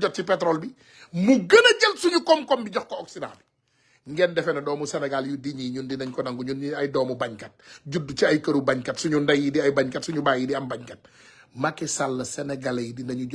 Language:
Wolof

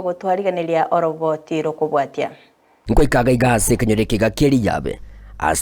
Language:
Gusii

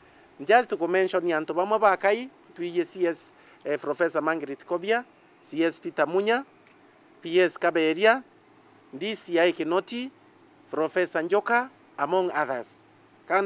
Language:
Meru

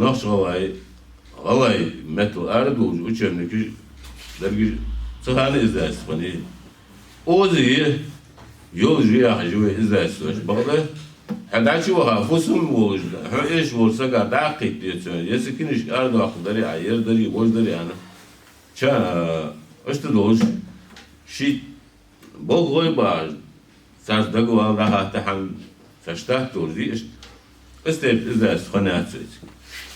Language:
Ingush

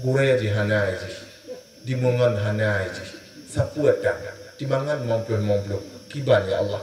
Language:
Achinese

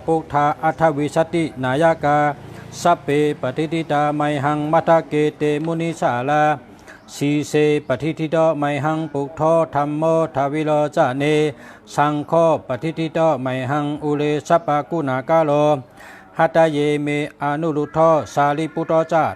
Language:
Shan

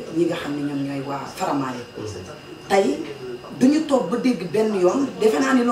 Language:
Wolof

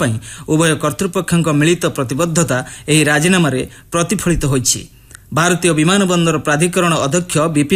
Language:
Odia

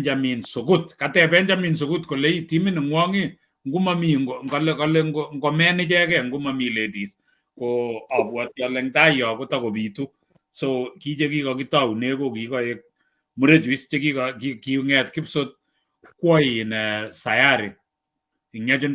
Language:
Kalenjin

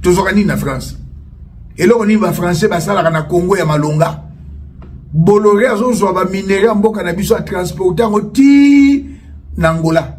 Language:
Lingala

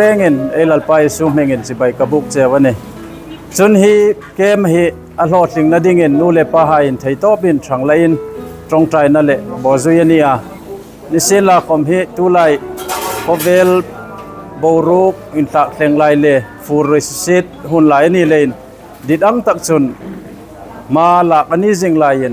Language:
Hmar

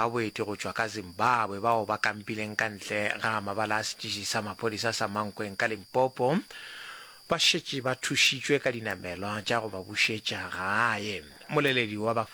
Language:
Northern Sotho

